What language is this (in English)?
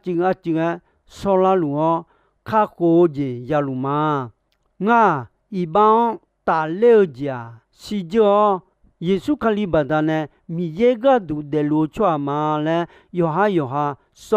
Akha